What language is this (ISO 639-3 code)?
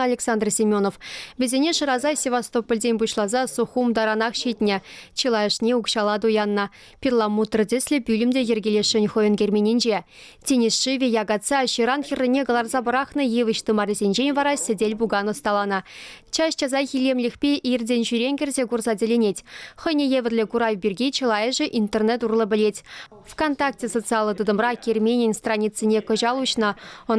chv